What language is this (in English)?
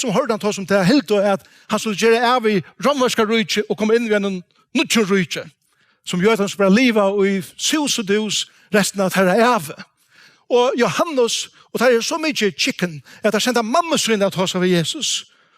Faroese